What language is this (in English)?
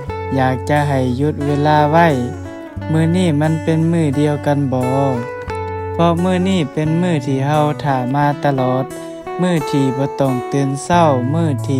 Lao